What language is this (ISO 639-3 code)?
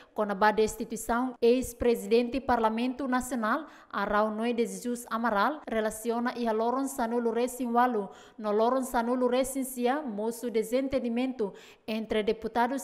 tet